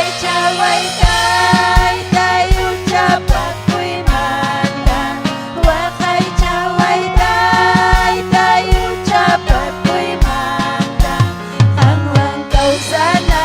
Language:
Ayacucho Quechua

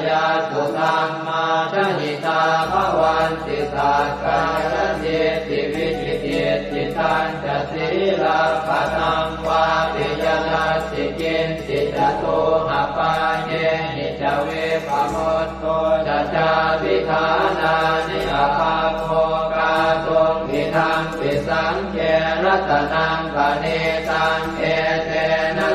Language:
Pali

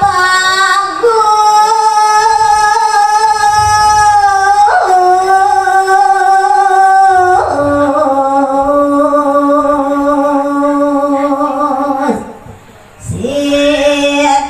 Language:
Balinese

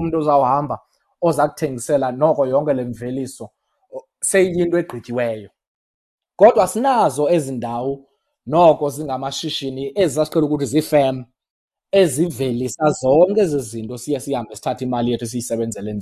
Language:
Xhosa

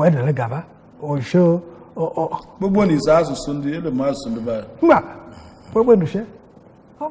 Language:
Igbo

